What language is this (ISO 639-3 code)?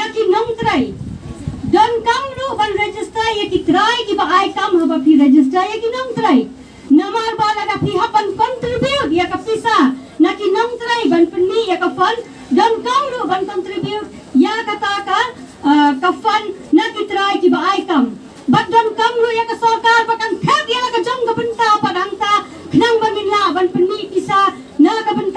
kha